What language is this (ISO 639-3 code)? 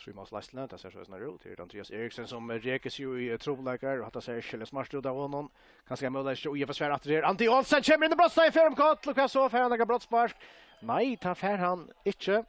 fao